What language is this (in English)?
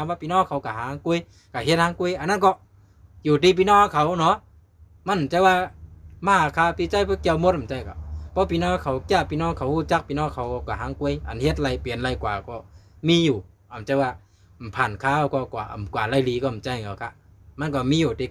Shan